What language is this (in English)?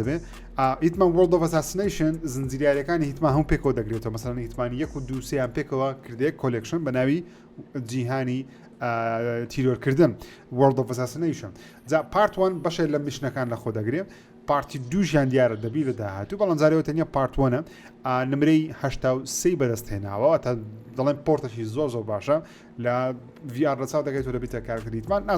Central Kurdish